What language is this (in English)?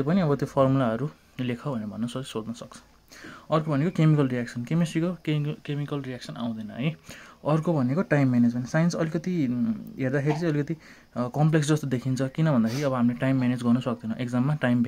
Nepali